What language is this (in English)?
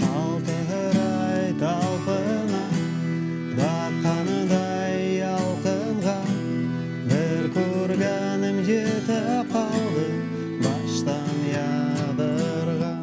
Bashkir